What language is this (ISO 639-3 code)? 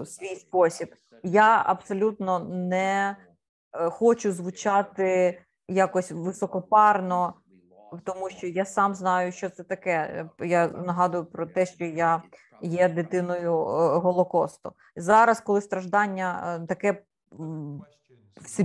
ukr